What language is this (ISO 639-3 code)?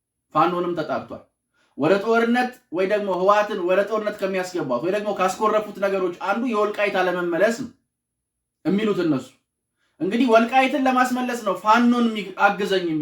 amh